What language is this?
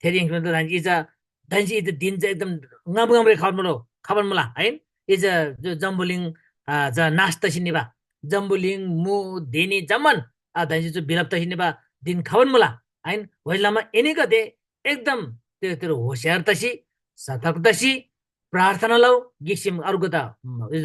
Eastern Tamang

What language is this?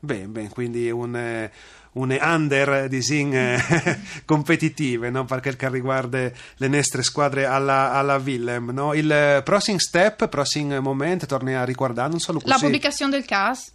Friulian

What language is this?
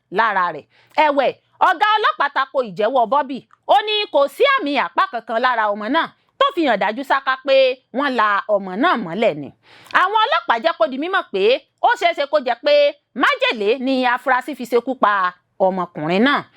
Yoruba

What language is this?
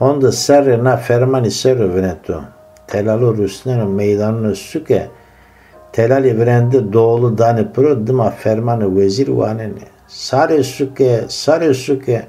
Zaza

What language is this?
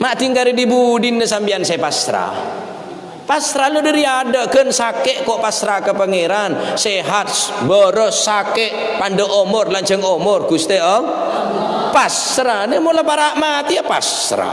Madurese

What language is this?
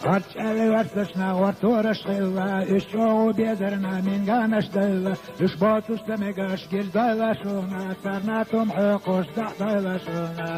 Chechen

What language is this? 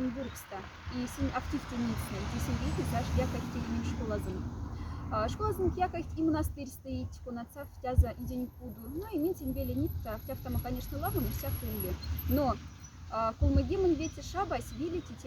Moksha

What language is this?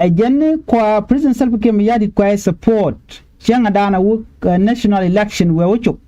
Nuer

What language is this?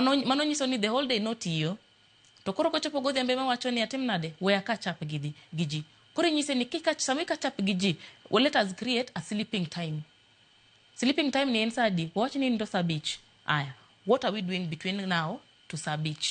Luo (Kenya and Tanzania)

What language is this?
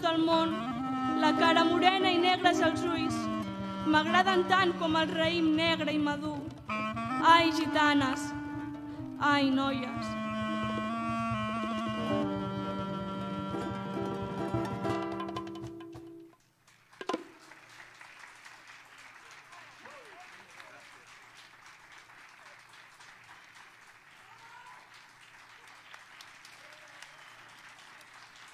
Catalan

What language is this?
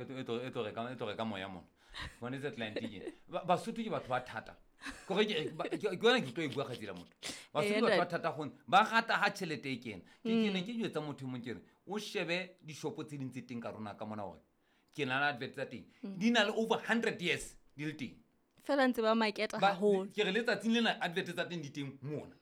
Southern Sotho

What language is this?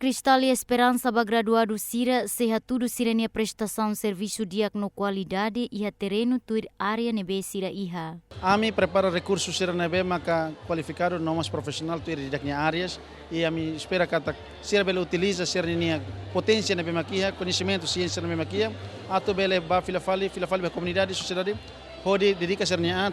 Tetum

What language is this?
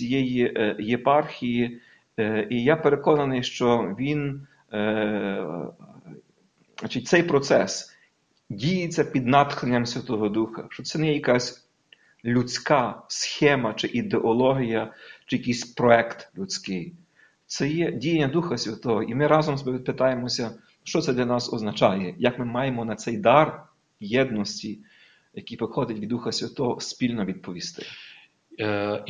Ukrainian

